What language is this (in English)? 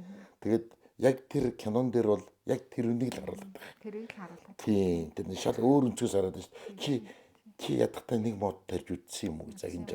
Mongolian